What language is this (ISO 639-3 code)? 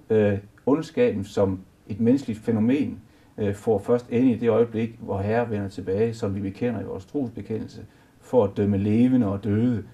dan